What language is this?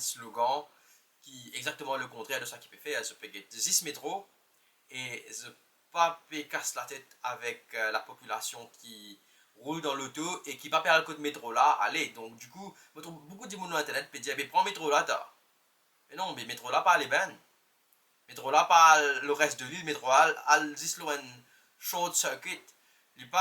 Morisyen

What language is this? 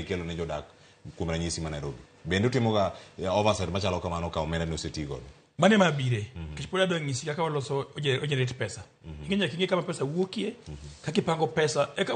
Luo (Kenya and Tanzania)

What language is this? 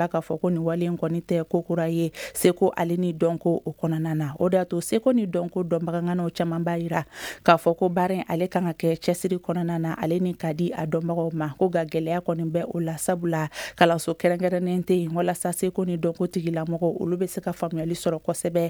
Bambara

